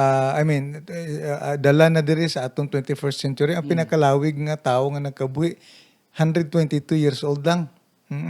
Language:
Hiligaynon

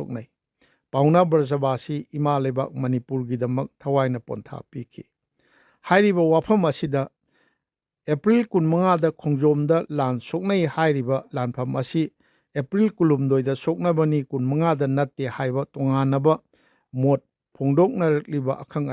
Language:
Manipuri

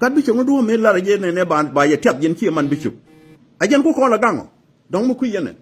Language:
Nuer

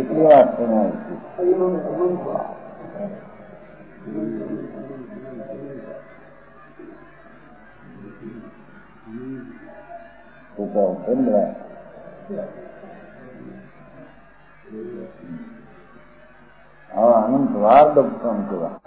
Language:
Gujarati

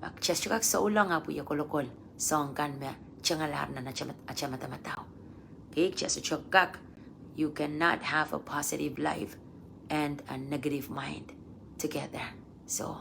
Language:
Pohnpeian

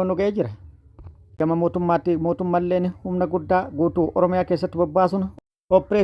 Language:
Oromo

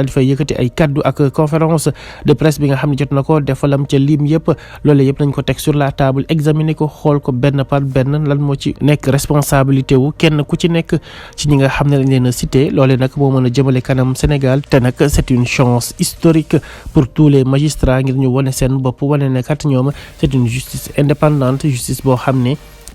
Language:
Wolof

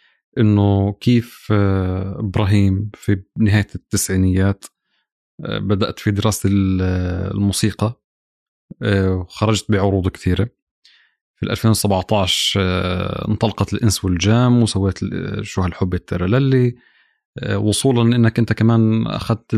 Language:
North Levantine Arabic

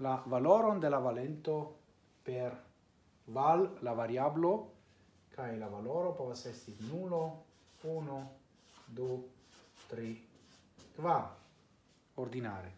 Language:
Esperanto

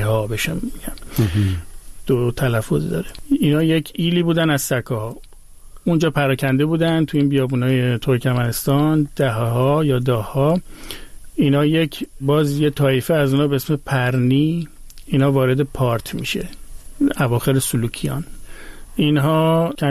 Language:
Persian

